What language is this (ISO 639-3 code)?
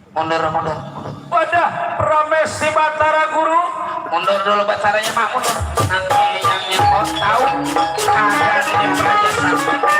bew